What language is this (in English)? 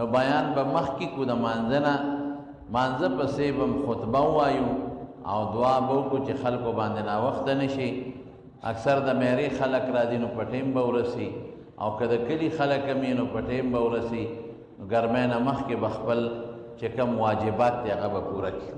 Pashto